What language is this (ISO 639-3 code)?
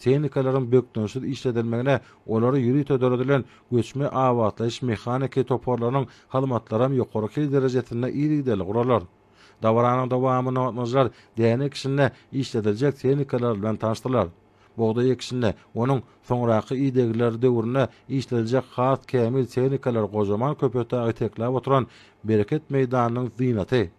tuk